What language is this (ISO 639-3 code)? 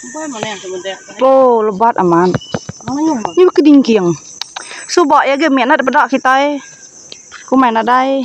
iba